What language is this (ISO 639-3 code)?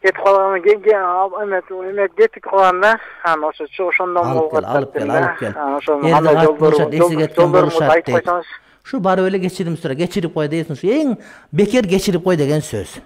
kir